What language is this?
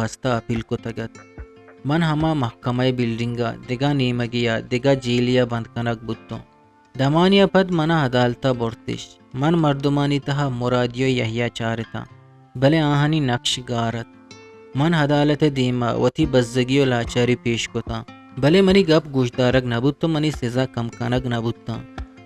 Eastern Balochi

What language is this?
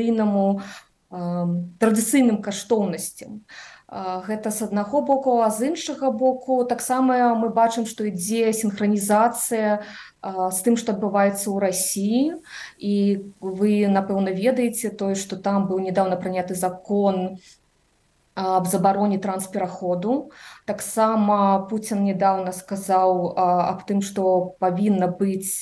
Belarusian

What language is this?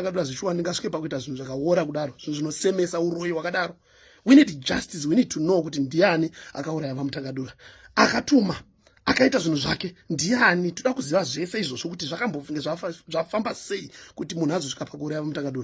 Shona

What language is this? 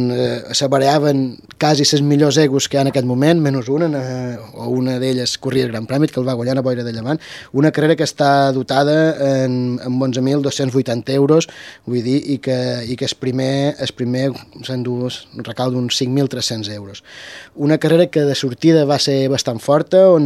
Catalan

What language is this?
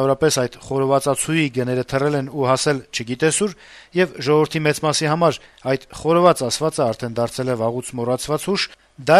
Armenian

